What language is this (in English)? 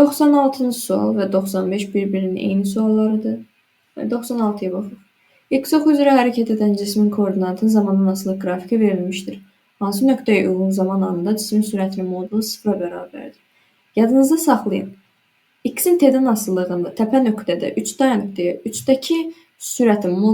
Azerbaijani